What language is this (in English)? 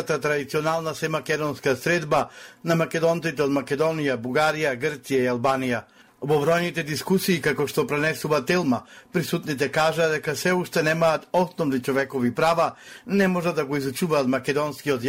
Macedonian